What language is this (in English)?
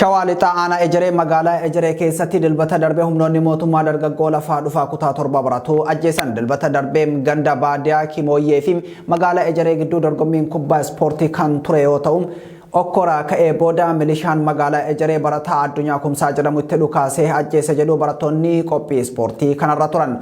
Oromo